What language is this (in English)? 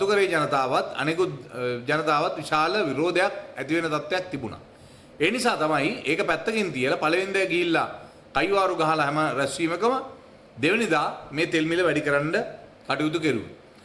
Sinhala